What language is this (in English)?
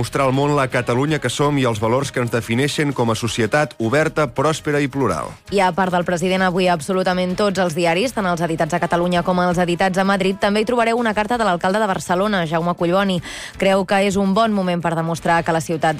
Catalan